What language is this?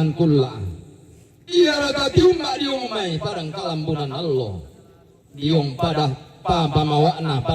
Toraja-Sa'dan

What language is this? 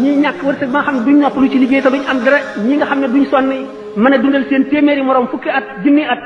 Wolof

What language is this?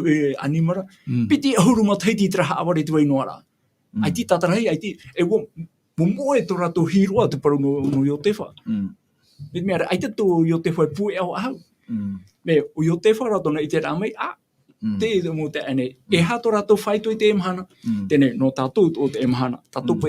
Tahitian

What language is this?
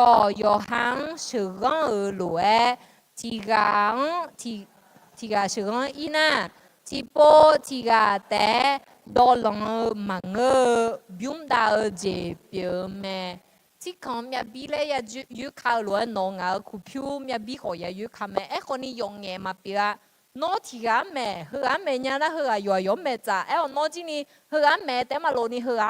Akha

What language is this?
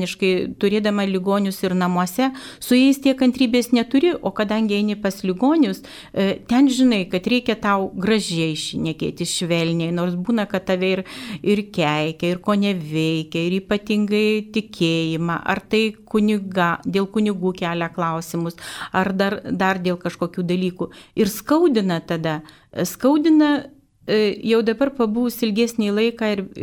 Lithuanian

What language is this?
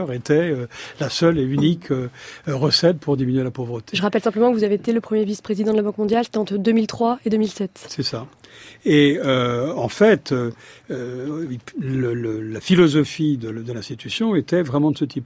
French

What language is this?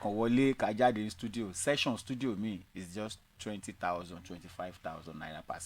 Yoruba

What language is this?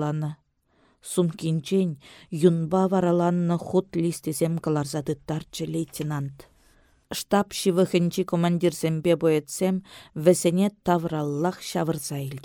Chuvash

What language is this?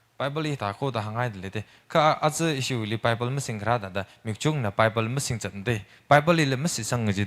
Tangkhul Naga (India)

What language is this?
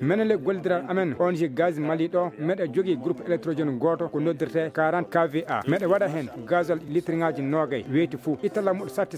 Fula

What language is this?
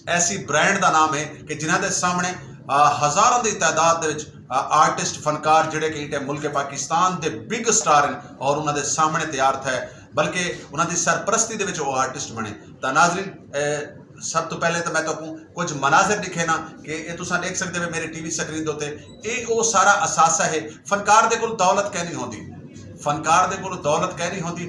Saraiki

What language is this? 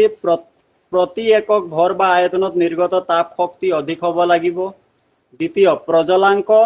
Assamese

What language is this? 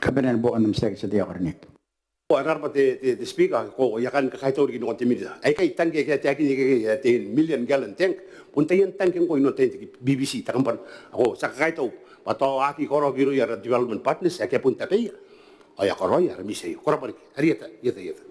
Gilbertese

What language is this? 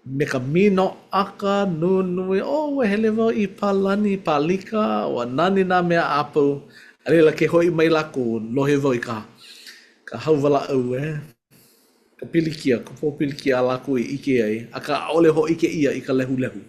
Hawaiian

